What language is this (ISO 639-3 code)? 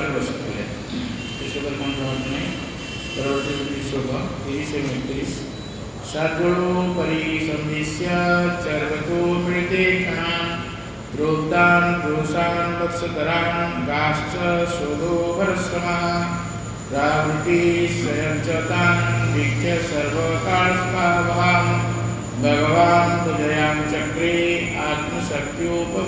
ori